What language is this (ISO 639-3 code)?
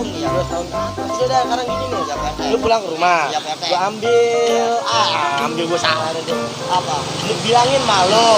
bew